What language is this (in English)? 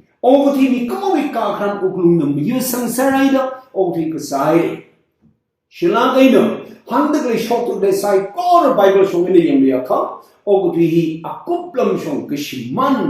Tangkhul Naga (India)